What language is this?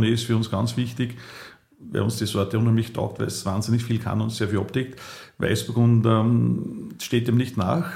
German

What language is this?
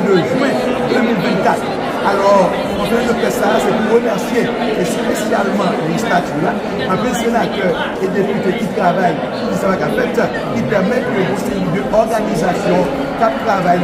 Haitian Creole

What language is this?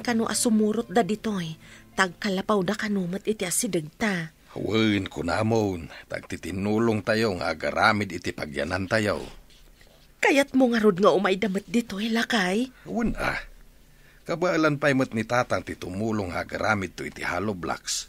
Iloko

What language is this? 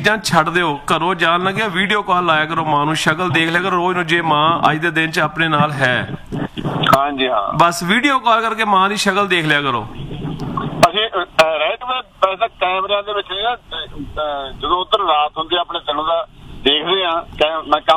Punjabi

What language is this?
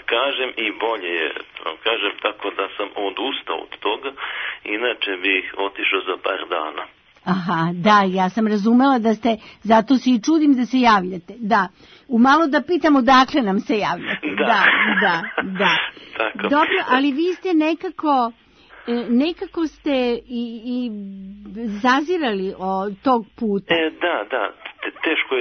Serbian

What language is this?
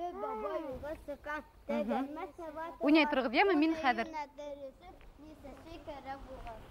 Bashkir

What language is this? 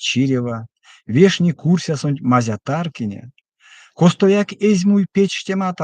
Erzya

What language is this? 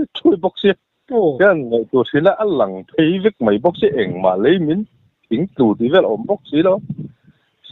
Mizo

